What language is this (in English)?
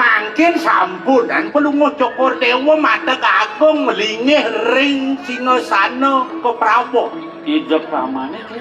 Balinese